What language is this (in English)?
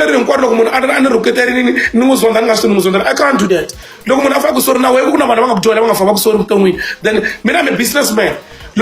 Tsonga